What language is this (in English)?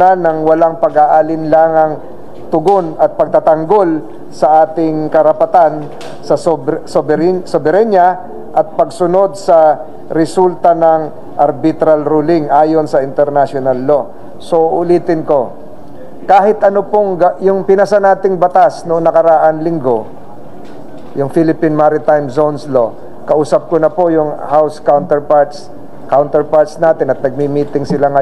Filipino